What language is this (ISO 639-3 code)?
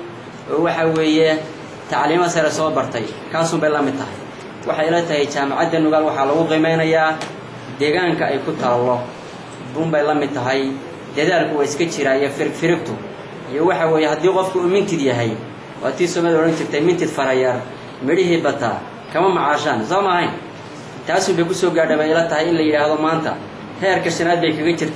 som